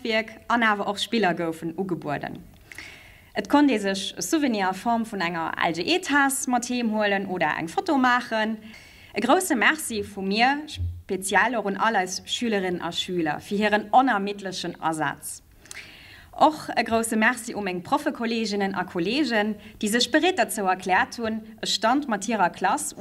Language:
Luxembourgish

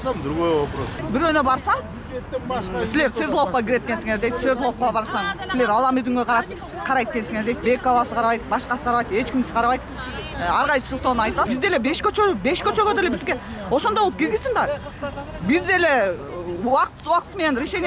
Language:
Kyrgyz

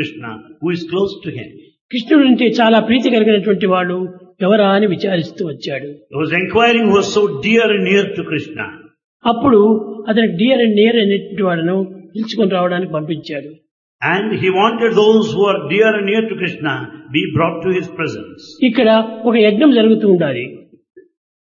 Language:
Telugu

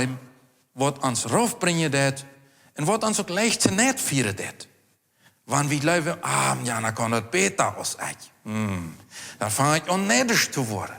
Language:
Plautdietsch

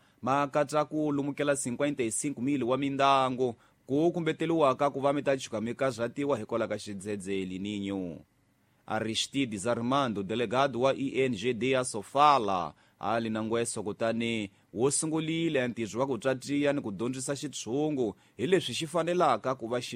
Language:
Tsonga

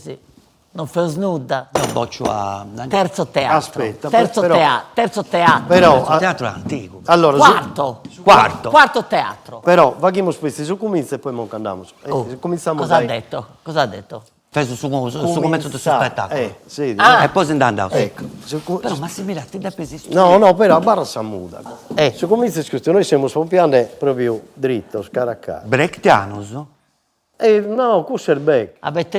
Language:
Sardinian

